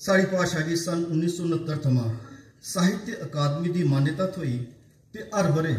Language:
Dogri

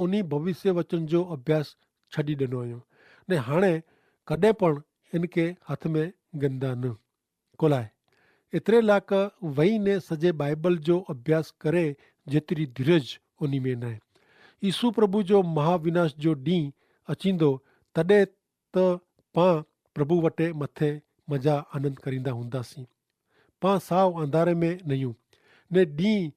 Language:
Kachhi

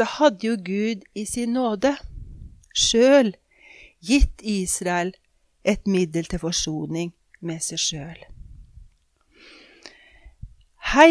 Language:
Norwegian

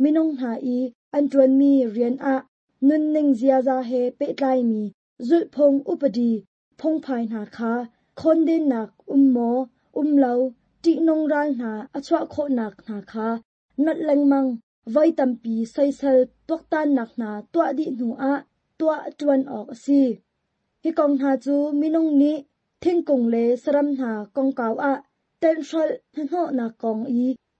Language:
Hakha Chin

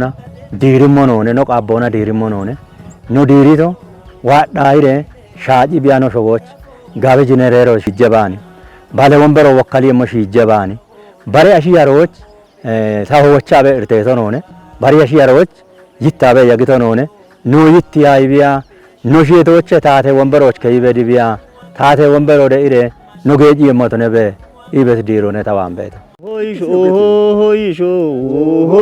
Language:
Kafa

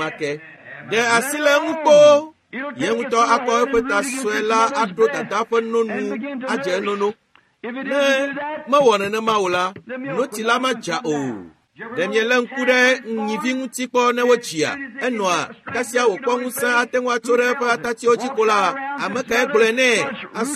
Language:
Ewe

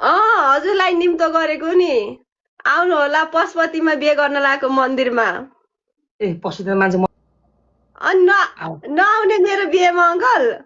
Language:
Nepali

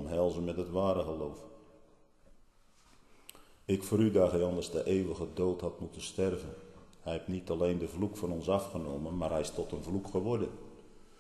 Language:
Dutch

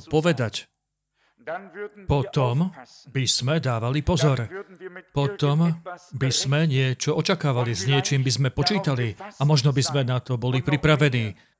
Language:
Slovak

